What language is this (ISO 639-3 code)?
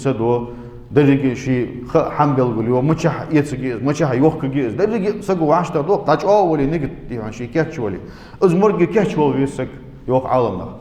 inh